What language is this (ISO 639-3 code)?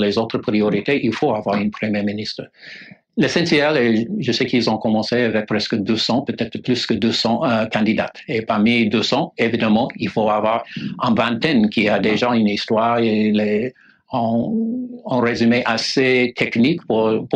fra